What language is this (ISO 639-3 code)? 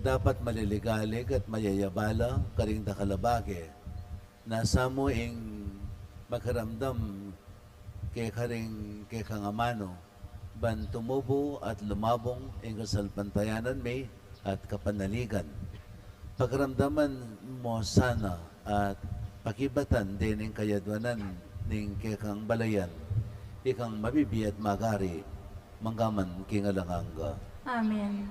pam